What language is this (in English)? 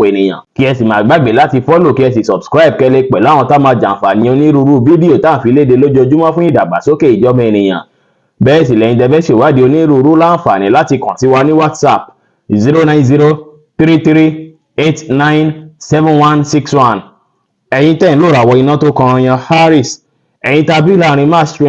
Yoruba